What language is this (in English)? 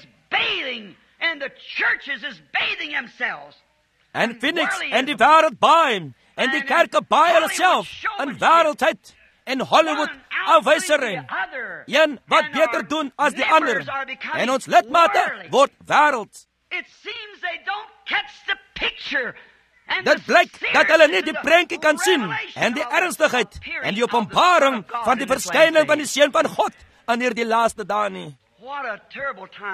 Afrikaans